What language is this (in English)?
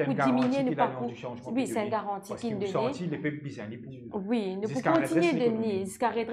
Morisyen